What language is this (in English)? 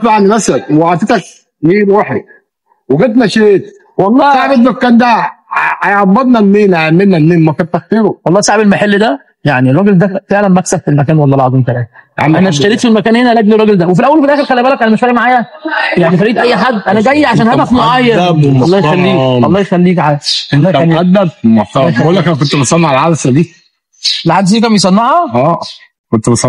Egyptian Arabic